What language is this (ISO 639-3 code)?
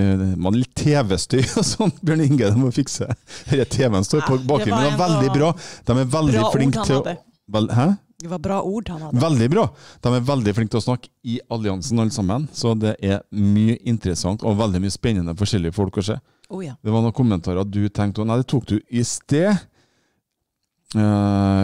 nor